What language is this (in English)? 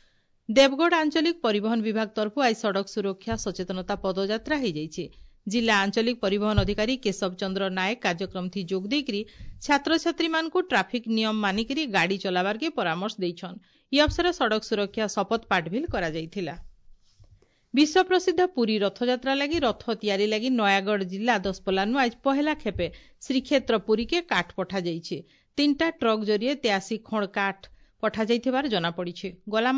Odia